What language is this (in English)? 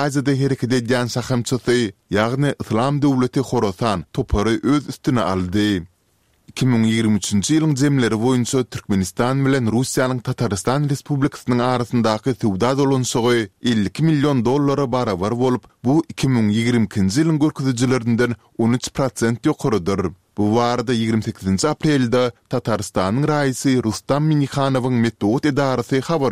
Turkmen